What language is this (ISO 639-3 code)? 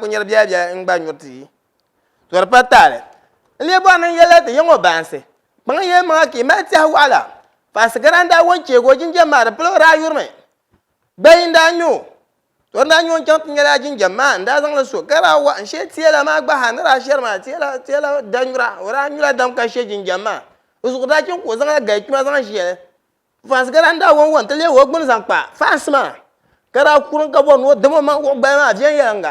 dag